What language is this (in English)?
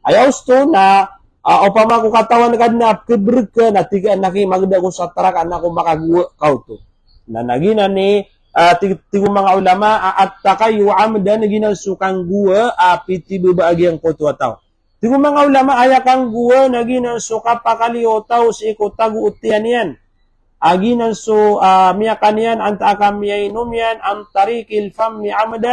Maranao